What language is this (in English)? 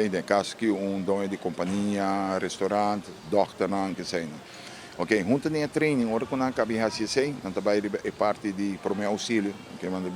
Papiamento